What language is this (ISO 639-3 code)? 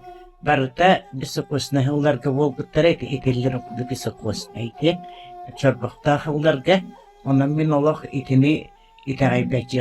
sah